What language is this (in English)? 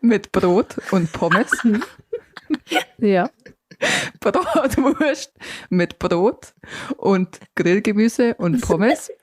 Bavarian